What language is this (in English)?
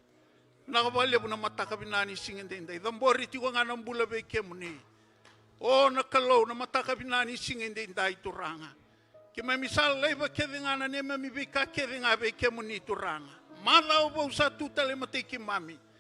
Fijian